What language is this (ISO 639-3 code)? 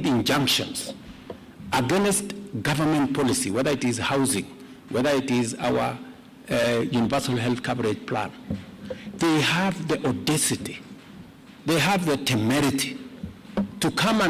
kam